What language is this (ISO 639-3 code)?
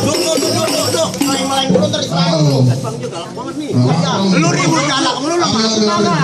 bew